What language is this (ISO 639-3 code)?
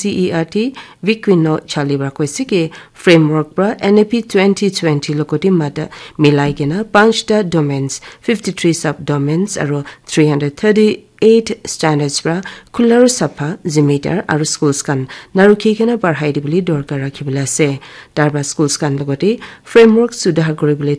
nag